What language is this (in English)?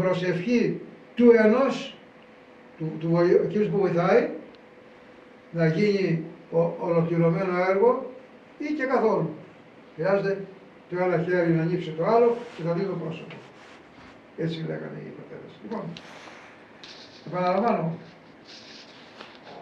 Greek